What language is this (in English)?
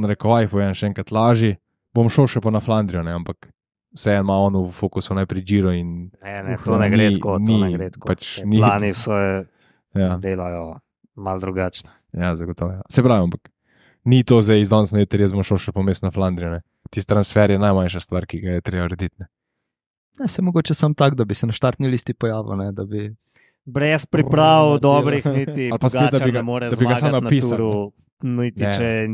Slovenian